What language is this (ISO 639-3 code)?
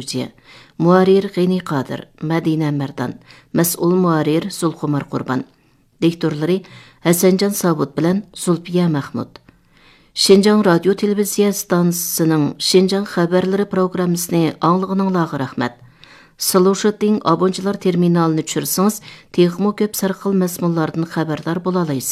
uig